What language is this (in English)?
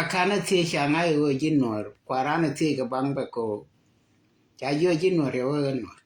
Nuer